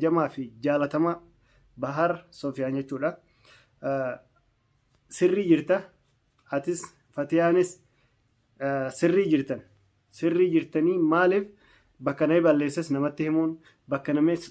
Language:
Oromo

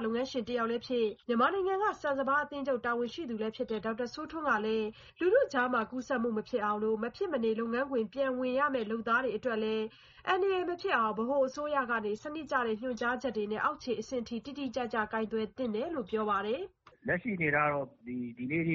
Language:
Burmese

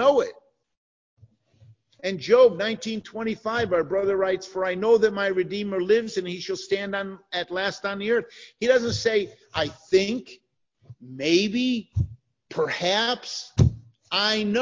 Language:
English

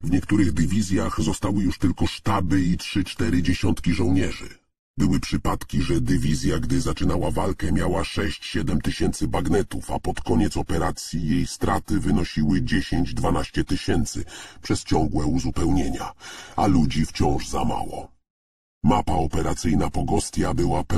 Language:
Polish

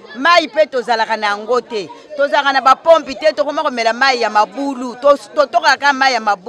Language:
Lingala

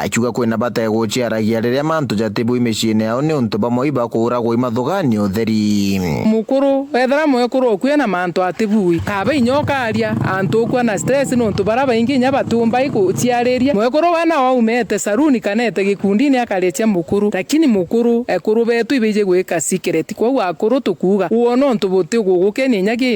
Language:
Meru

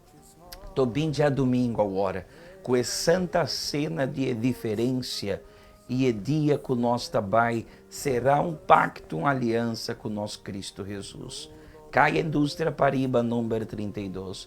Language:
Papiamento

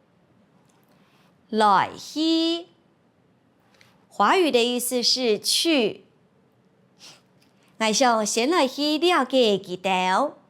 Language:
Hakka Chinese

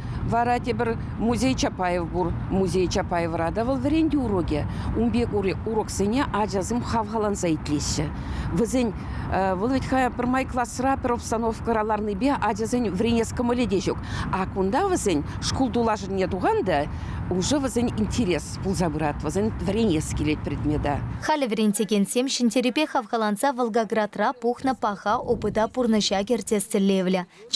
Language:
Chuvash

